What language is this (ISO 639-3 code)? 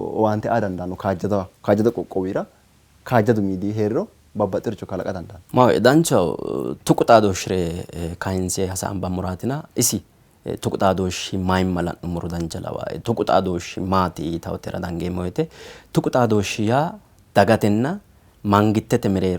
sid